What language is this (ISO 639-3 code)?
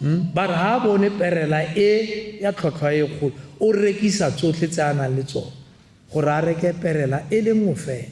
tsn